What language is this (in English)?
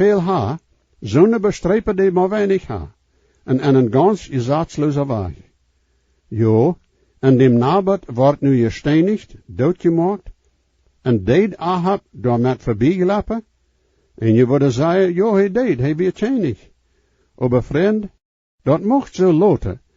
Plautdietsch